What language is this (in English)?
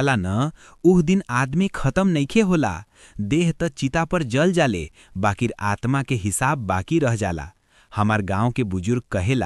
Bhojpuri